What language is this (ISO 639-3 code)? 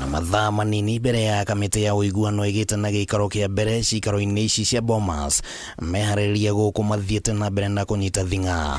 kik